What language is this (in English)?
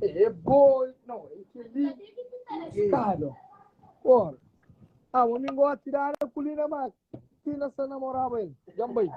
Kabuverdianu